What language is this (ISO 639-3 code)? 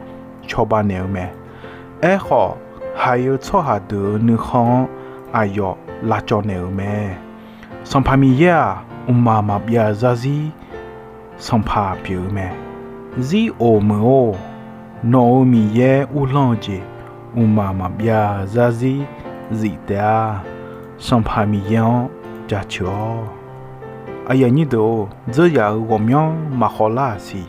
ahk